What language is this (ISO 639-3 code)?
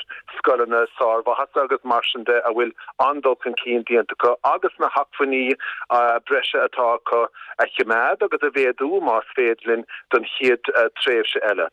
gle